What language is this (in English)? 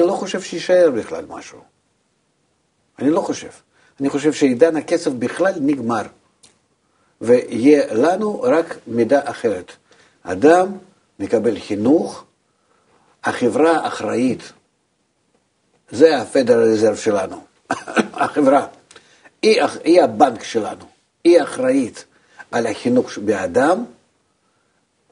Hebrew